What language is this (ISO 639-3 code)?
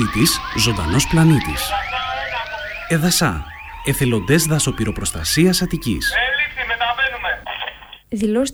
ell